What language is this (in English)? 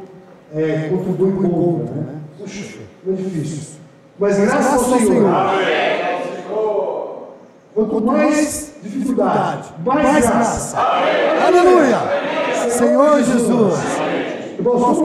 Portuguese